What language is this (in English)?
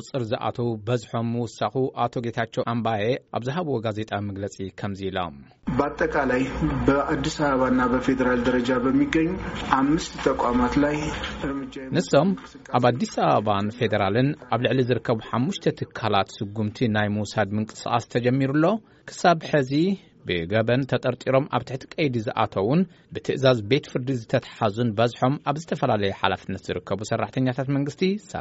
Tigrinya